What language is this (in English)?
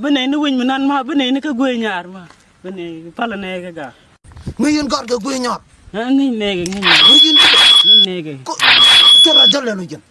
Nuer